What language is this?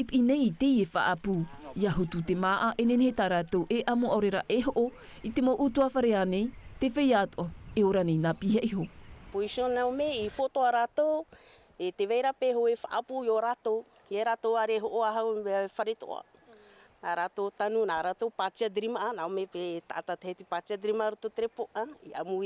Tahitian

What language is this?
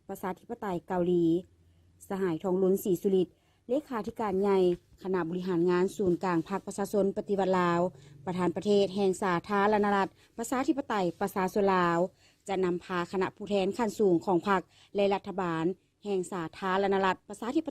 Lao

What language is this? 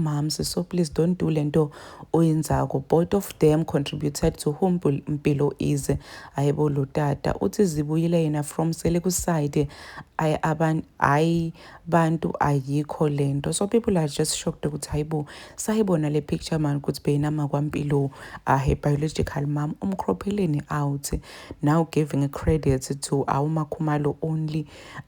Zulu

